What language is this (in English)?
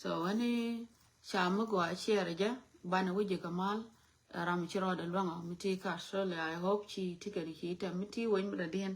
Nuer